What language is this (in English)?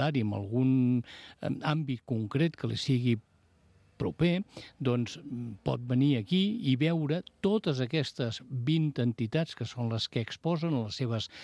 Catalan